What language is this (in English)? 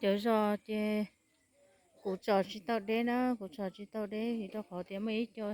Hmong